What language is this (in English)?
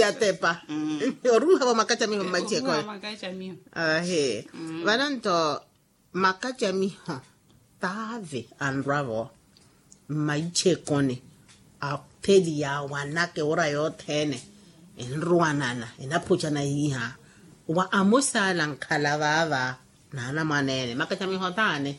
Makhuwa